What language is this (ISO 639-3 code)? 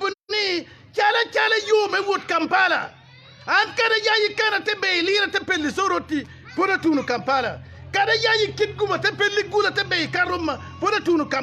ach